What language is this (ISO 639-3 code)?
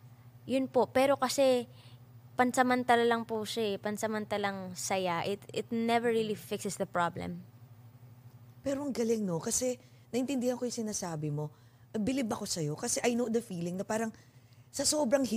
fil